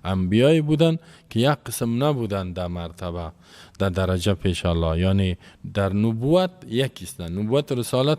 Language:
Persian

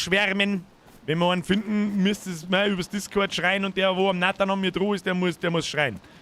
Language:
Bavarian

